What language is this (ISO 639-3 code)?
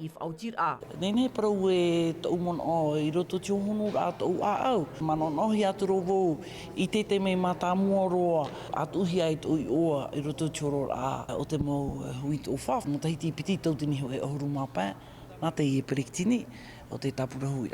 tah